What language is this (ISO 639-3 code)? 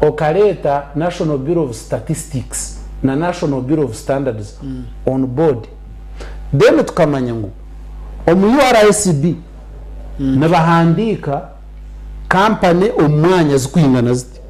nyn